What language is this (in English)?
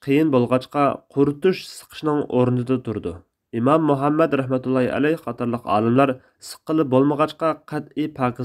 Uyghur